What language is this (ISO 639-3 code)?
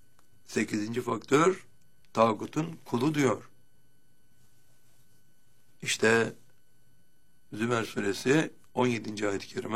tur